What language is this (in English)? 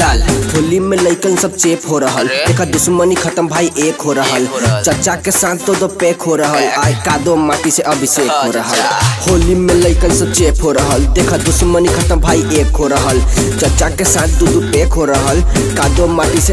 Bhojpuri